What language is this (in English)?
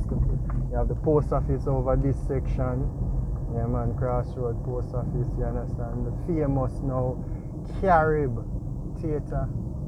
Jamaican Creole English